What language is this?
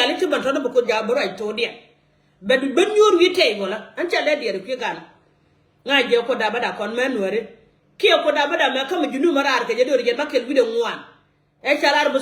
Nuer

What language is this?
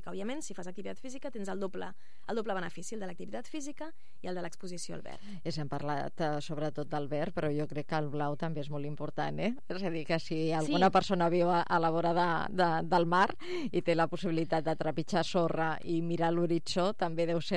Catalan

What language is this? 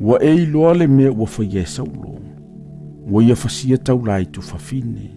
Samoan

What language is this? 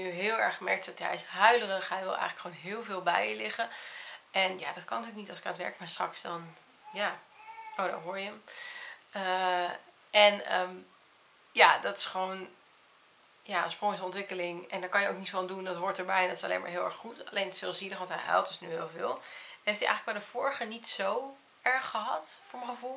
Dutch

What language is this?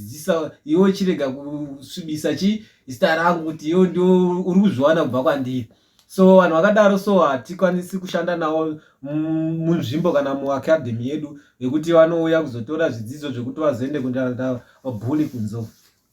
Shona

